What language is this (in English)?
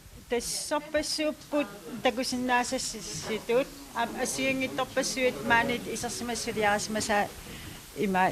Kalaallisut